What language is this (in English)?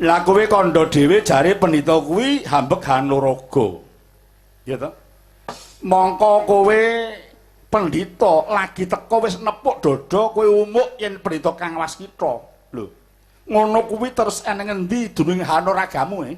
Javanese